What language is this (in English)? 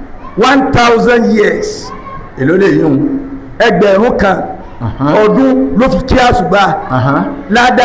Yoruba